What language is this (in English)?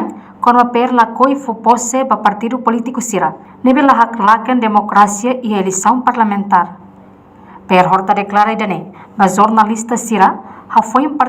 Tetum